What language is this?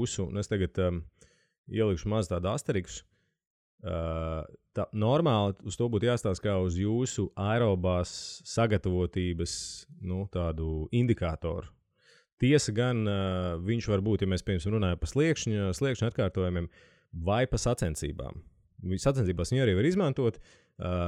Latvian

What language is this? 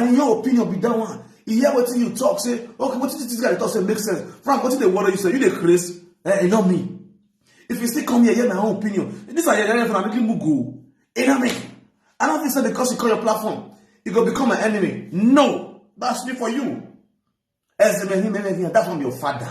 Nigerian Pidgin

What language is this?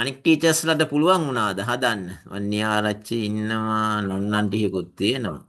Sinhala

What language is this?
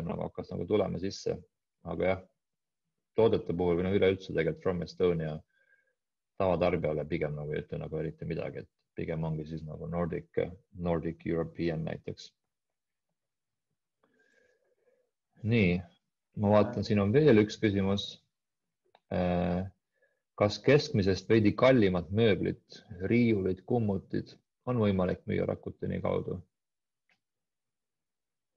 Estonian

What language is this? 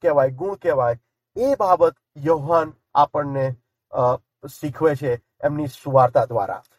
Gujarati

